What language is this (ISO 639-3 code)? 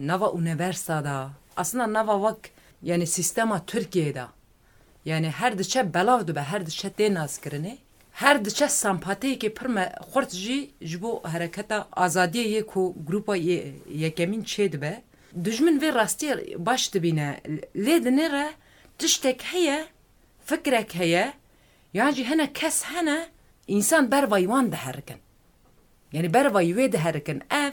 kur